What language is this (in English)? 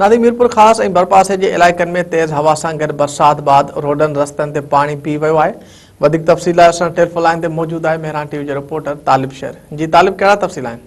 Sindhi